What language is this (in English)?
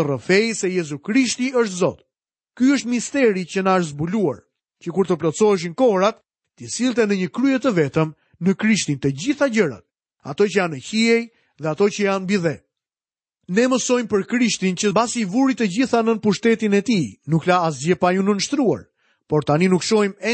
Albanian